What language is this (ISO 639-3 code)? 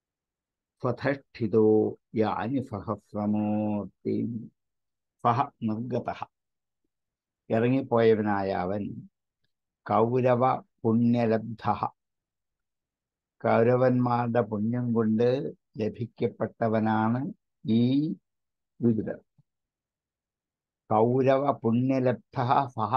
mal